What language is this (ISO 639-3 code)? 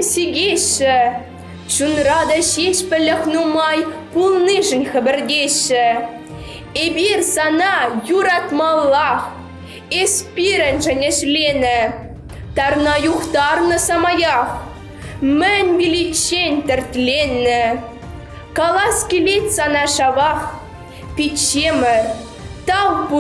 chv